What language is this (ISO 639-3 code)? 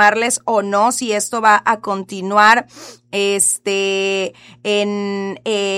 spa